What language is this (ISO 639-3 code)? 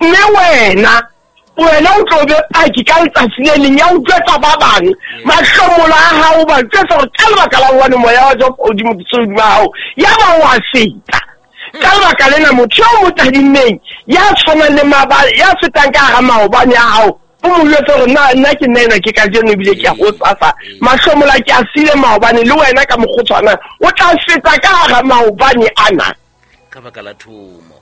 sot